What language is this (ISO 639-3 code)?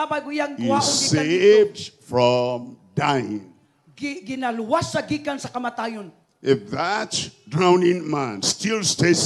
ceb